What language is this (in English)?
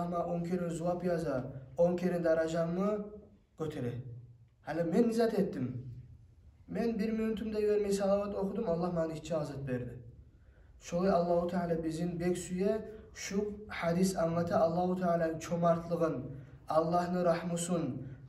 Kumyk